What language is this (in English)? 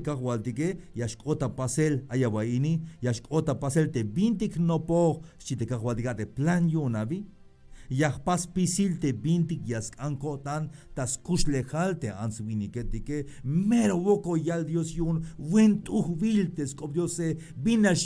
Tzeltal